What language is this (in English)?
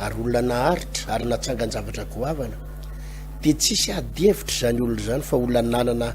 Malagasy